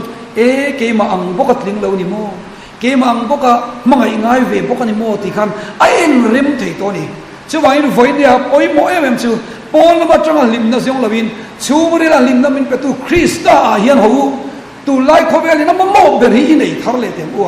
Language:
Mizo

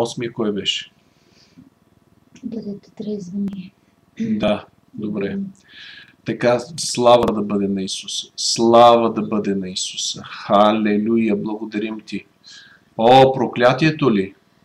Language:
Bulgarian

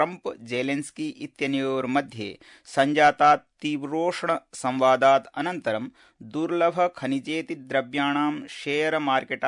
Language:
Sanskrit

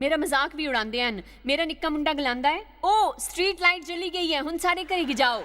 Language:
Dogri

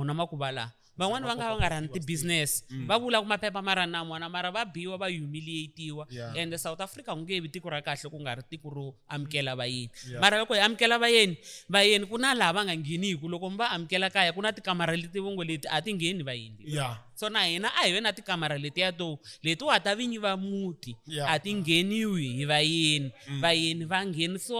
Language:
Tsonga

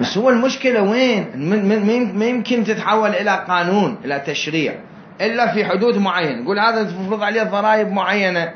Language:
Mesopotamian Arabic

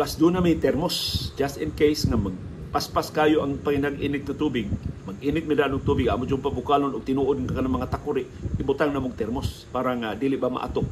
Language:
Cebuano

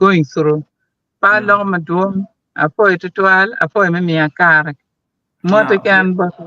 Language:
Acoli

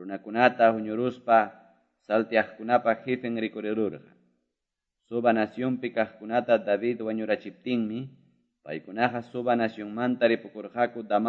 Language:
Ayacucho Quechua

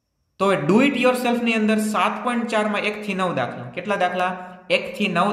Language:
Gujarati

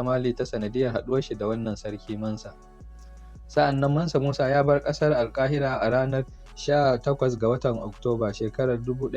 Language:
Hausa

